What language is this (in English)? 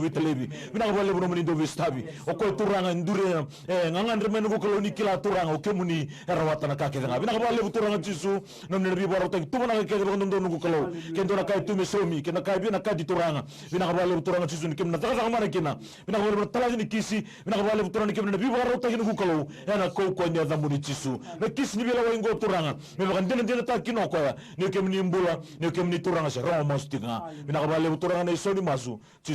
Fijian